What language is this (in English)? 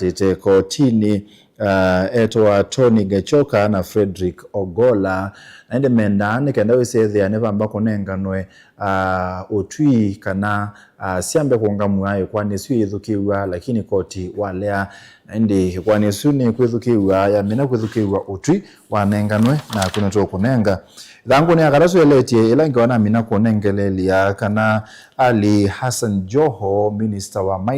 Kamba